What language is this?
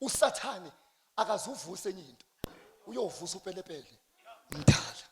Zulu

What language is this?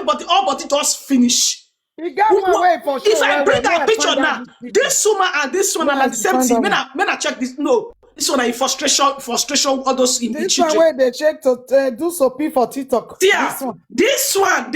Nigerian Pidgin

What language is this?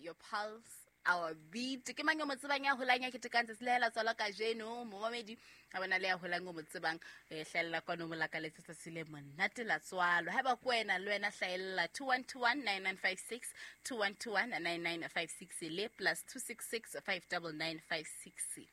Southern Sotho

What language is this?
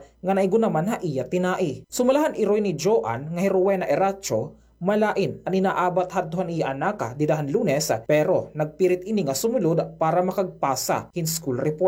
Waray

